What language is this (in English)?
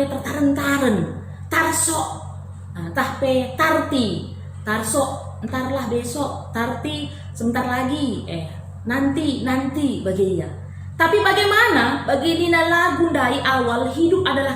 Batak Karo